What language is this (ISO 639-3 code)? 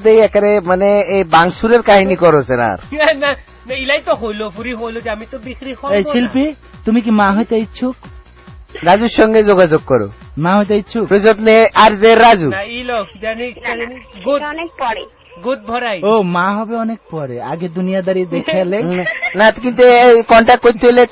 ben